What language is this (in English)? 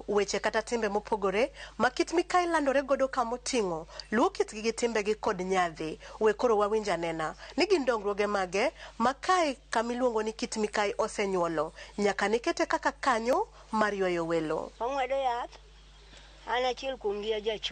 Luo (Kenya and Tanzania)